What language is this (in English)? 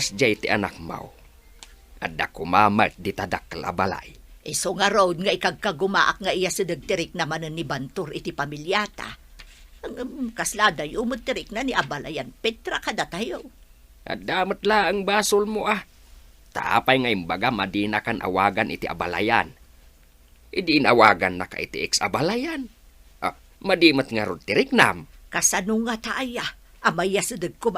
Iloko